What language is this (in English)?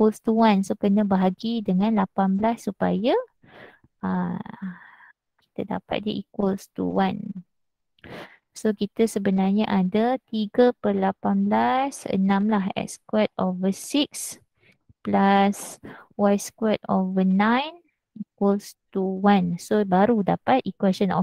Malay